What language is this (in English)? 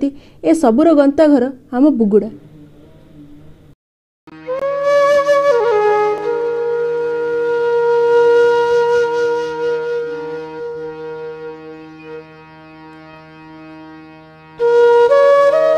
Odia